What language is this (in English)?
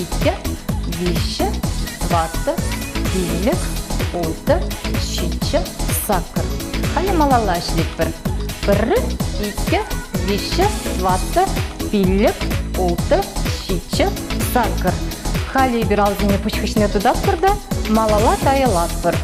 Chuvash